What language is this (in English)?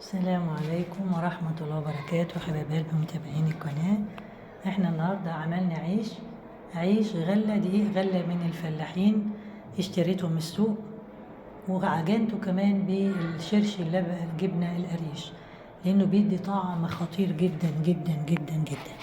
Egyptian Arabic